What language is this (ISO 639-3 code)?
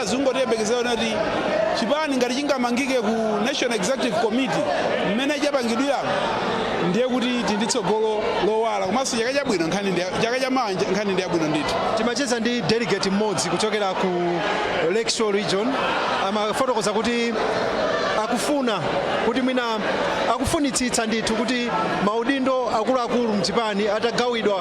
nya